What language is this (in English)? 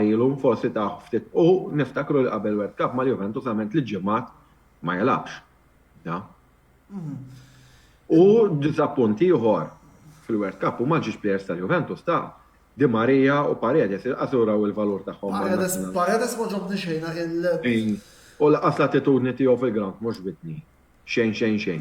Maltese